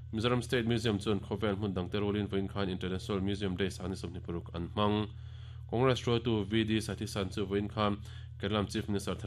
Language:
Mizo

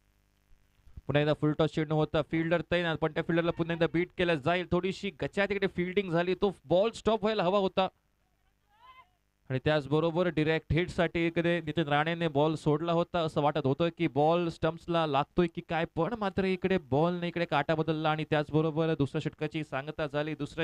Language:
Marathi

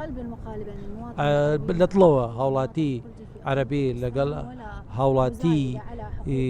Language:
Central Kurdish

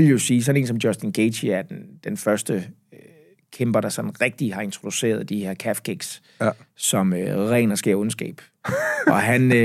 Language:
Danish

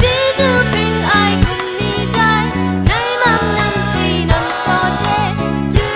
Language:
Kachin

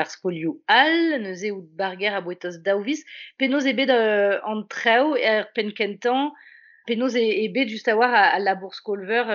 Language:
Breton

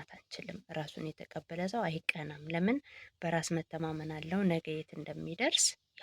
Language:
Amharic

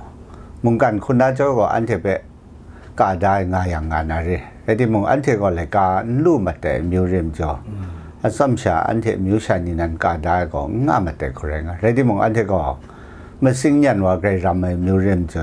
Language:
Kachin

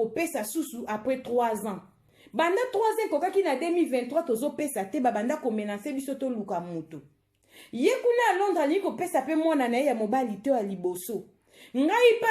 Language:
Lingala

